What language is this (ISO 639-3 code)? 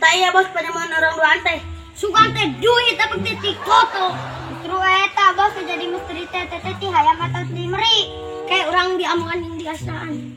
sun